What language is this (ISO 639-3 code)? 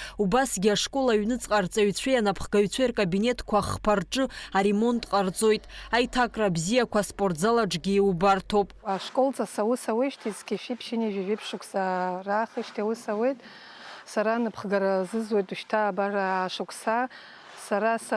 abk